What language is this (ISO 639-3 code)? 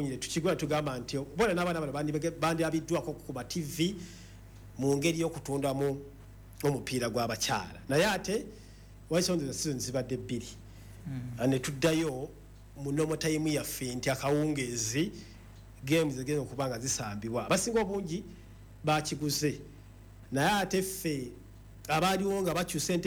lug